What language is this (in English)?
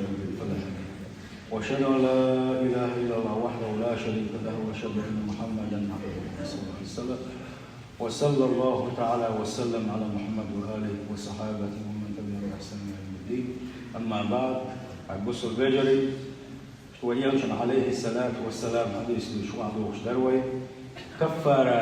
Chechen